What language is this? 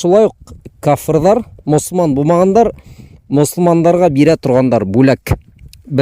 Bashkir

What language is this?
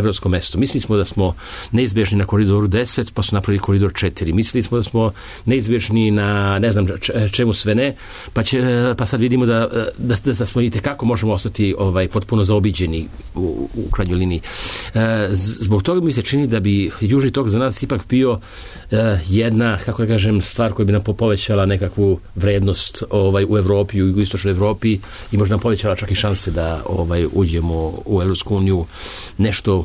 Serbian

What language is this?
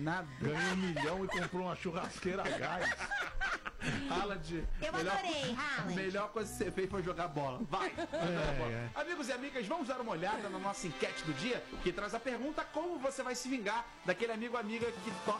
Portuguese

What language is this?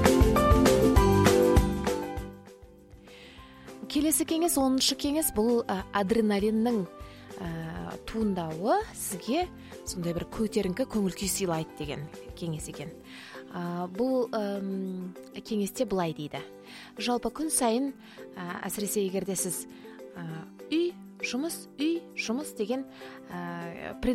Kazakh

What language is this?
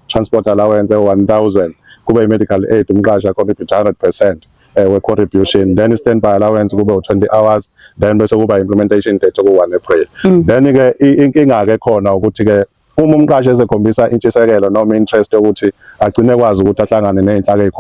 Zulu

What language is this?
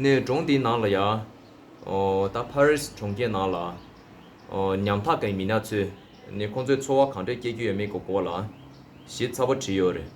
Tibetan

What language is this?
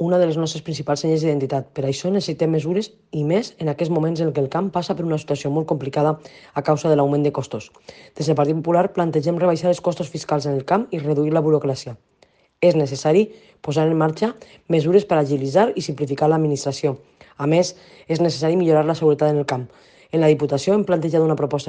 Catalan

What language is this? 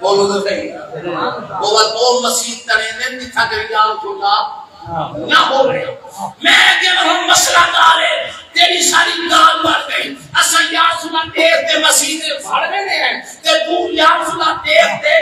Saraiki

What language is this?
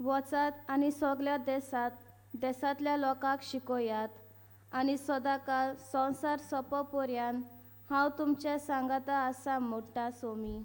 Konkani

